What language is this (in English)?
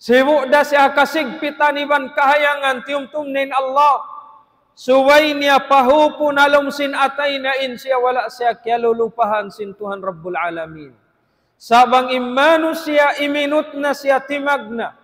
Tausug